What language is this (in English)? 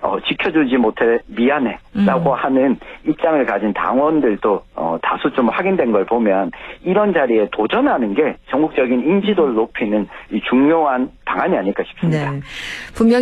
Korean